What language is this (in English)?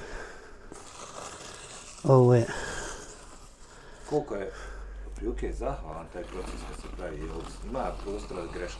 Bosnian